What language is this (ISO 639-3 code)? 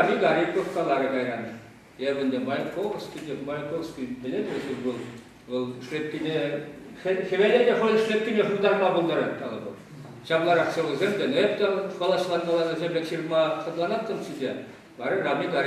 chv